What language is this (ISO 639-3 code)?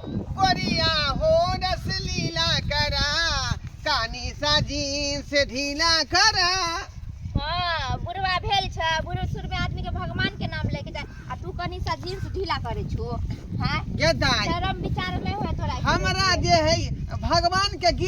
mai